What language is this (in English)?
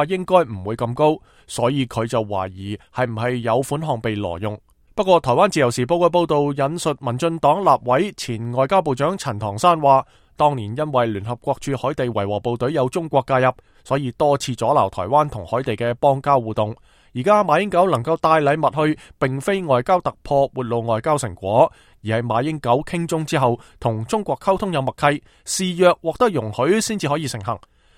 Cantonese